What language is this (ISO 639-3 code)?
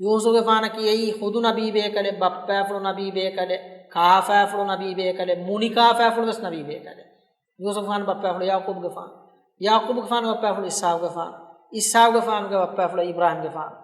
div